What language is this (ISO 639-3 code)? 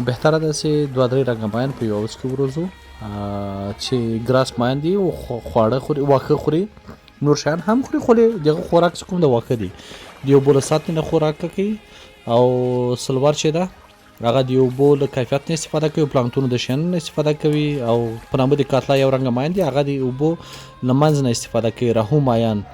pus